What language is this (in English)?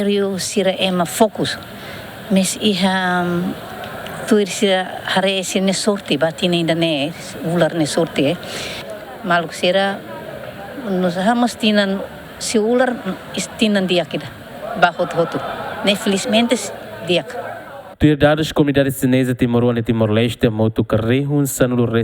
Tetum